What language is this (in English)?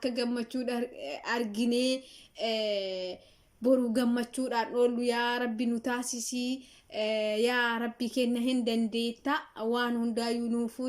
Oromo